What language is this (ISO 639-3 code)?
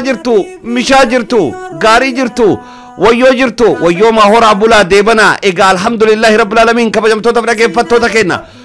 orm